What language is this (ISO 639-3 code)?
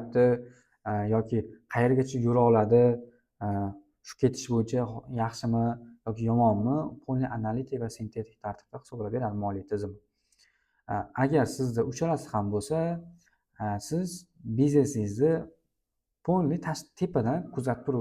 uzb